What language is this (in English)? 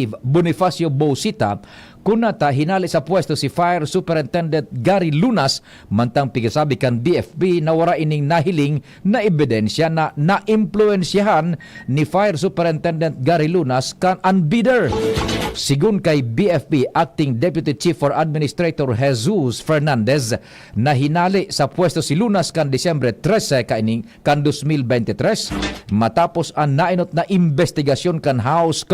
Bikol